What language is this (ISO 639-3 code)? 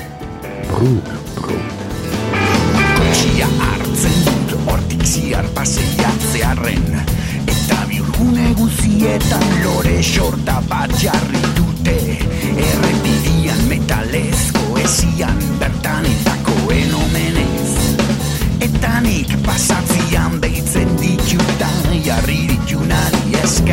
eus